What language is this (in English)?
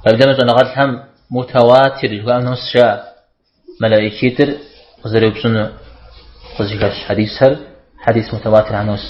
Kabardian